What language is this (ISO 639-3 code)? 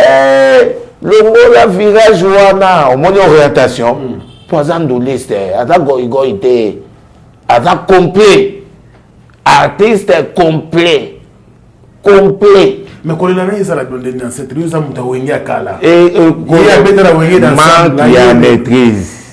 lin